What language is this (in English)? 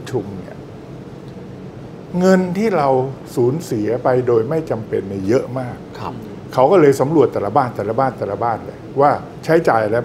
Thai